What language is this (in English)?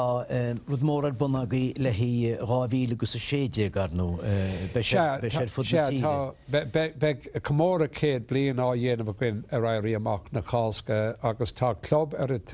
Irish